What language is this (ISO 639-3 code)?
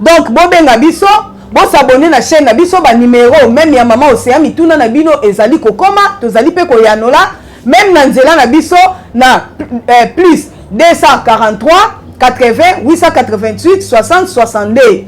lin